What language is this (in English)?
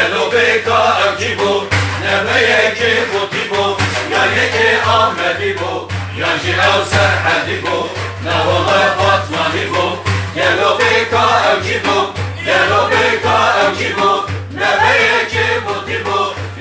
Kurdish